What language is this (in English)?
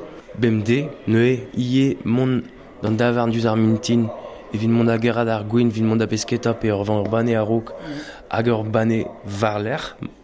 Breton